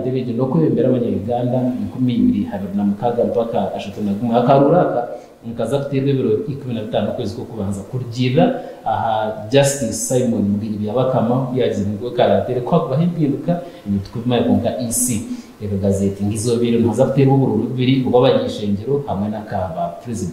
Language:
Nyankole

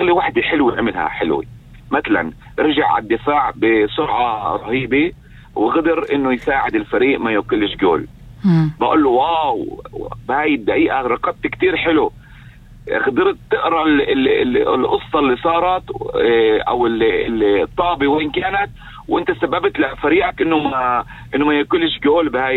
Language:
North Levantine Arabic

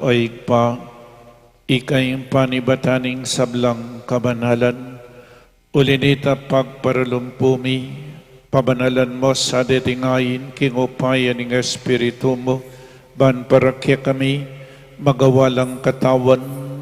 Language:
Pampanga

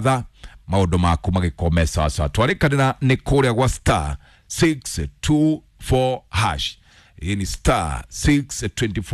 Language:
Kikuyu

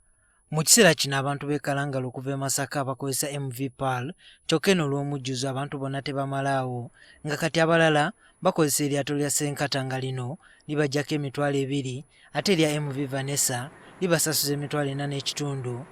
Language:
Ganda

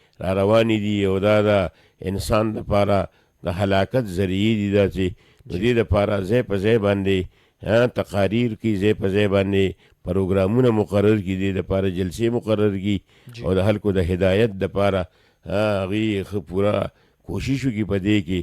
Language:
Pashto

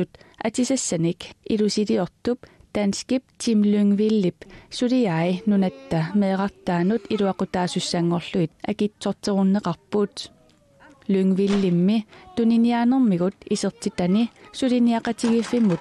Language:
Kalaallisut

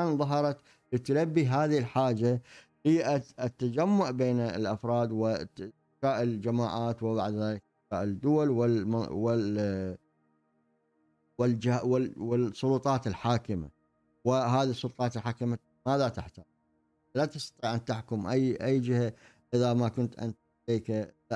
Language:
Arabic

